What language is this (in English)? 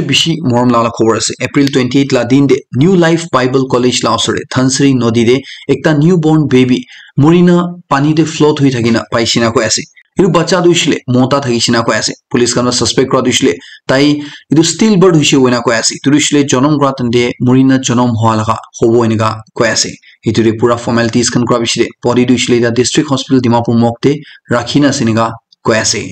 Naga Pidgin